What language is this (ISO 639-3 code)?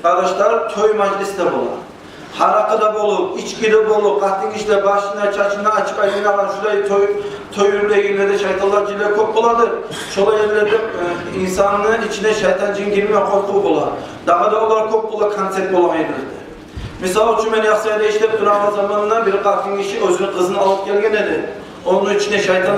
kum